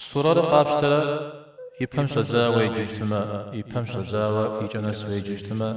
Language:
Kabardian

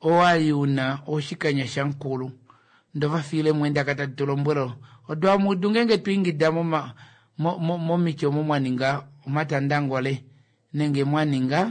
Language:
Kuanyama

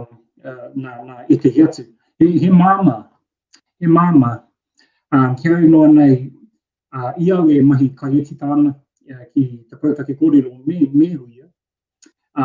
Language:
Māori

